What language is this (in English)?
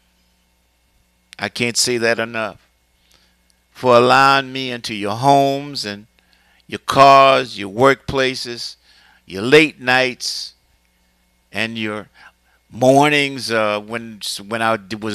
English